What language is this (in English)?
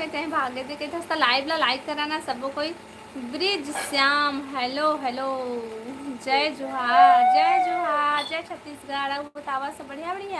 Chhattisgarhi